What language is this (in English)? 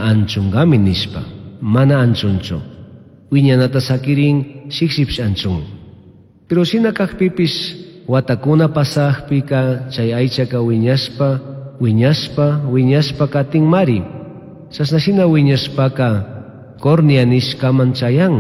Chimborazo Highland Quichua